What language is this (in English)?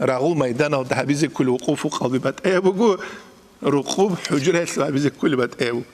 Avaric